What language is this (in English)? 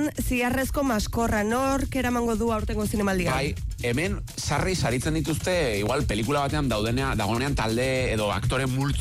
Basque